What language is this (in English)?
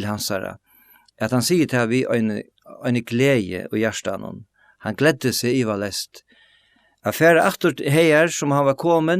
Faroese